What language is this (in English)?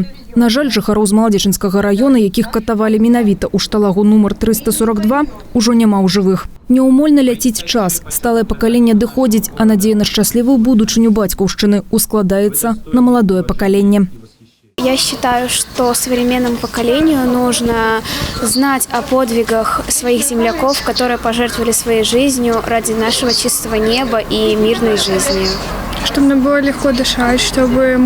Belarusian